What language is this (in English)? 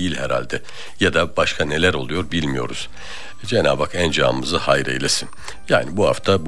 Turkish